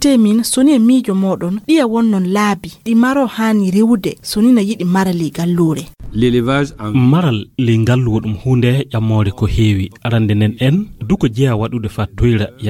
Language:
Fula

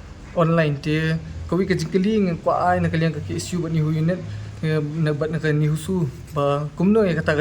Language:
Khasi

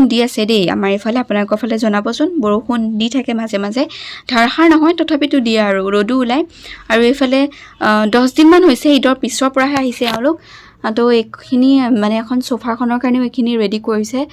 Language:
Assamese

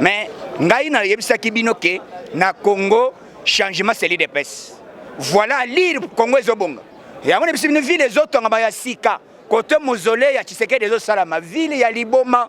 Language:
Lingala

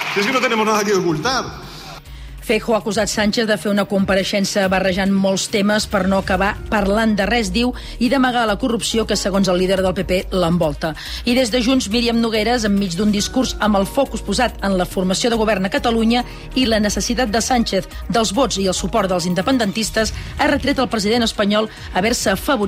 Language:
Catalan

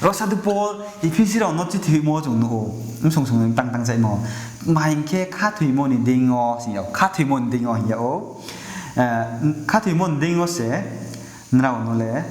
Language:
Riang (India)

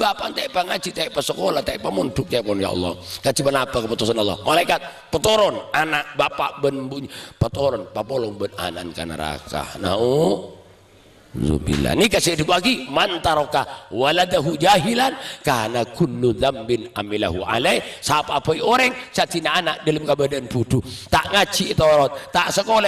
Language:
Madurese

